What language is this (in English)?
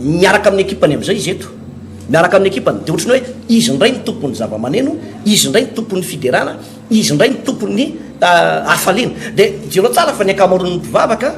Malagasy